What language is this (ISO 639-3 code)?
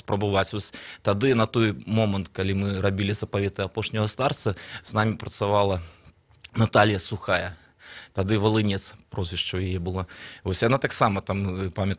bel